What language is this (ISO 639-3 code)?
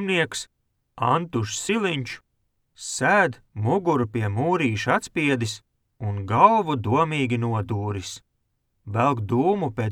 lav